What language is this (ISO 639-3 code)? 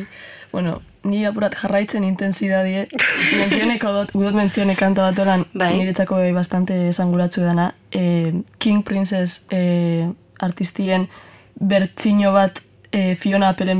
eus